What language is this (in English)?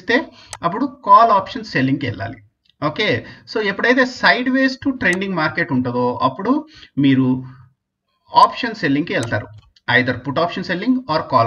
Telugu